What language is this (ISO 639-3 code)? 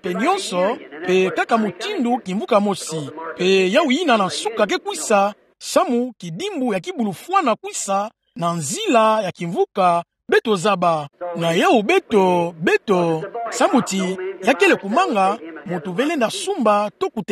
ktu